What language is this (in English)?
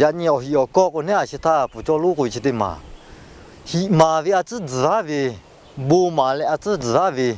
Lahu